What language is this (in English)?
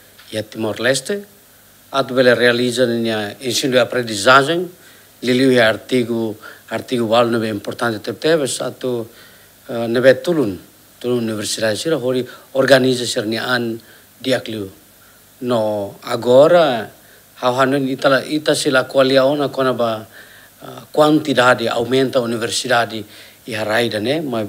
Tetum